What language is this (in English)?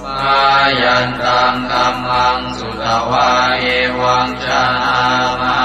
Pali